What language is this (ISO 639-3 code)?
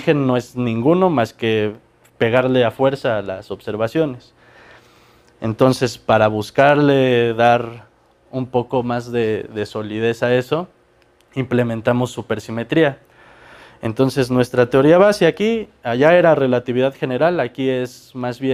spa